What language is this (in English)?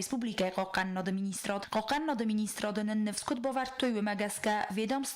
Ossetic